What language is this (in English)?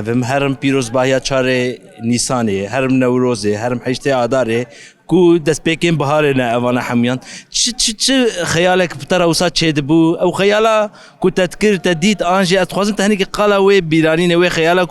Kurdish